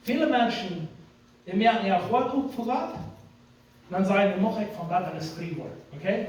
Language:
Plautdietsch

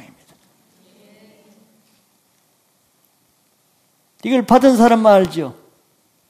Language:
Korean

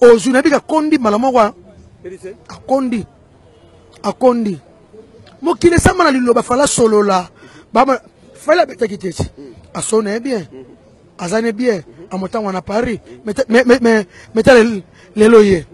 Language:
Lingala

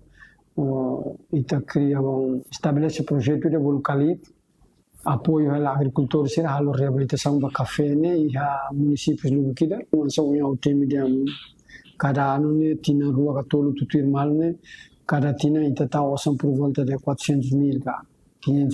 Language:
Tetum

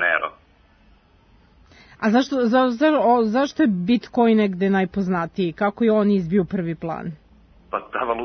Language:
Serbian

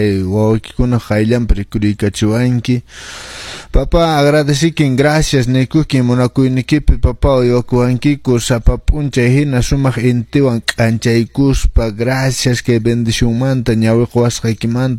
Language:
Quechua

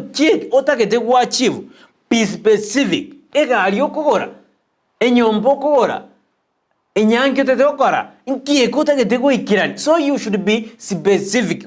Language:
Gusii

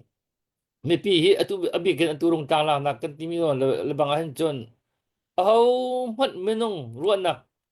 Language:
Hakha Chin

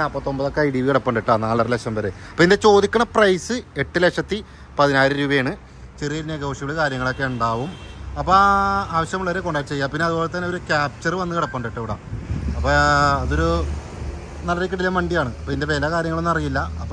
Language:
Malayalam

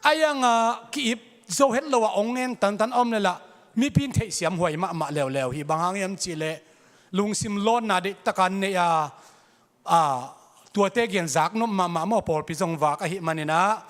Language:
Tedim Chin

